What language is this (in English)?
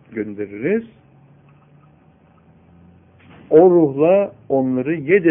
Turkish